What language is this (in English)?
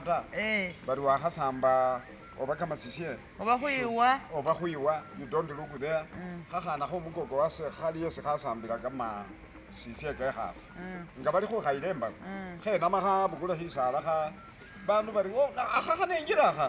Masaaba